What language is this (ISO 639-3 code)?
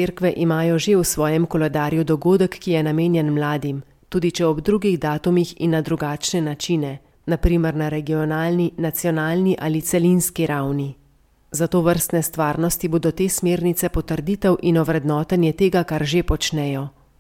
slv